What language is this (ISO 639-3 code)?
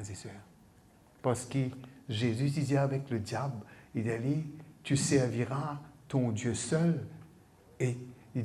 mfe